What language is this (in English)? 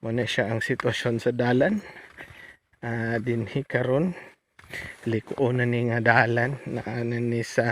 Cebuano